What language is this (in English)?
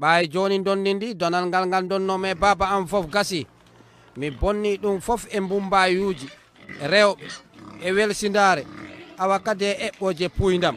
Fula